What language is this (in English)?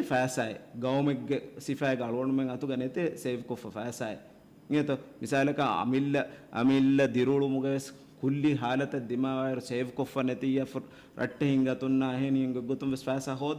Divehi